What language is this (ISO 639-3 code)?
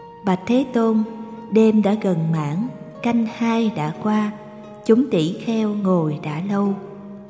vie